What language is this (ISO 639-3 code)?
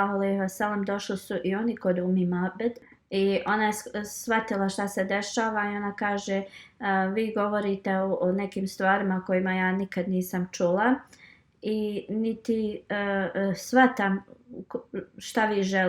bos